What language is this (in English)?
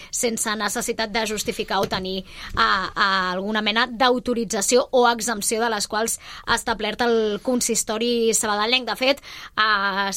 Catalan